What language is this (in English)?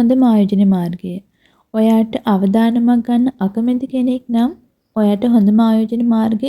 Sinhala